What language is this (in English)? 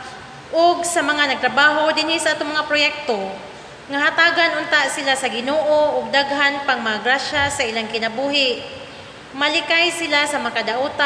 Cebuano